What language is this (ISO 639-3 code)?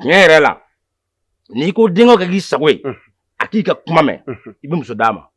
bam